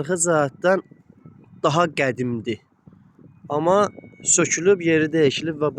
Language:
Azerbaijani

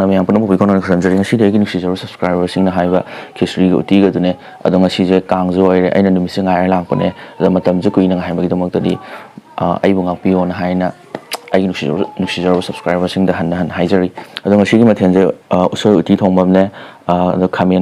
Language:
Manipuri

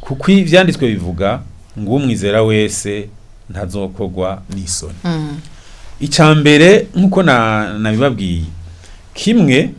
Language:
Rundi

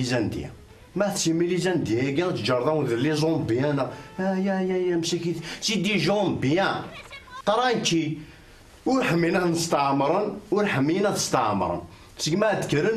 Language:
Kabyle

